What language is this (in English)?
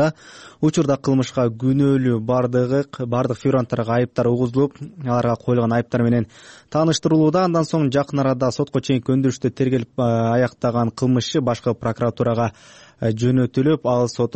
Kyrgyz